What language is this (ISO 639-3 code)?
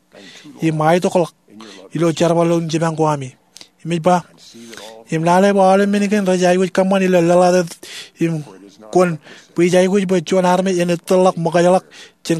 mah